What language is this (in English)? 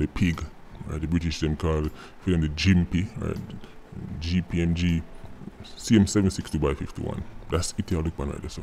Jamaican Creole English